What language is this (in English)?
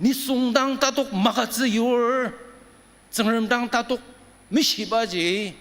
Ao Naga